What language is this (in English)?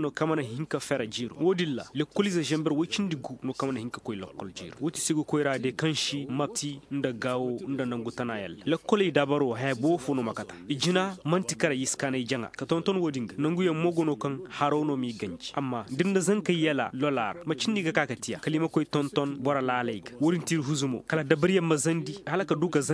Zarma